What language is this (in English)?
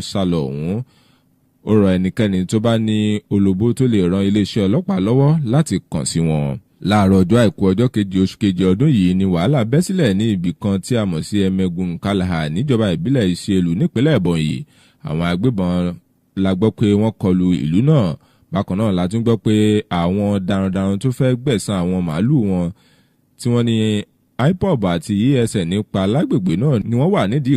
Yoruba